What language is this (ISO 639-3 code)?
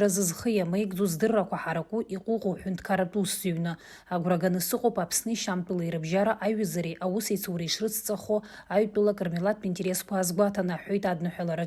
abk